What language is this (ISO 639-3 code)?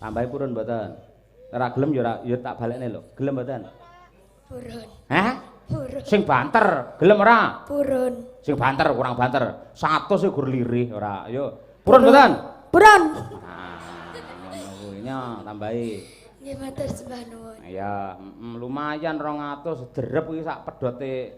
jav